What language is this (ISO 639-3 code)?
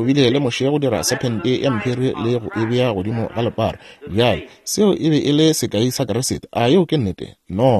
nso